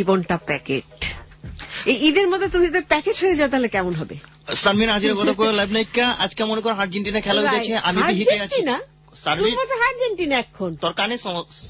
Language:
Bangla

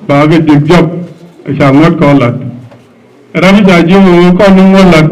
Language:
Nuer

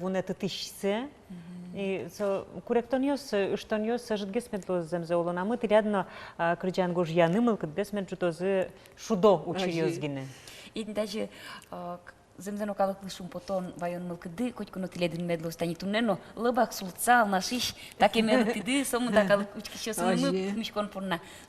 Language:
Udmurt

